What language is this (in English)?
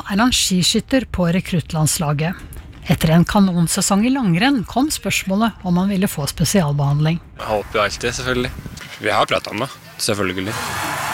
Norwegian